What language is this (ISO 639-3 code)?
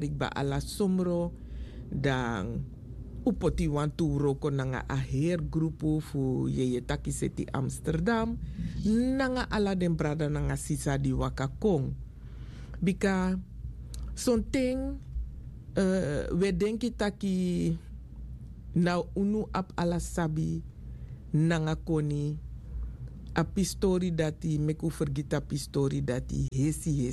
srn